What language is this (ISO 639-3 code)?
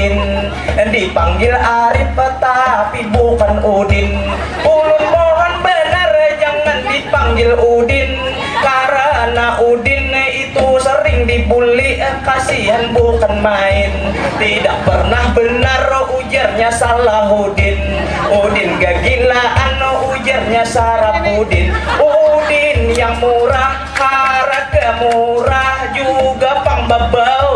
bjn